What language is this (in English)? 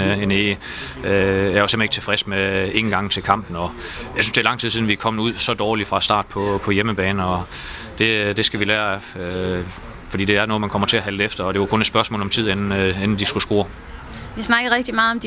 Danish